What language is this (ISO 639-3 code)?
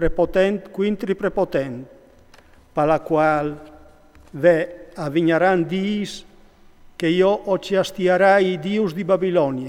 fur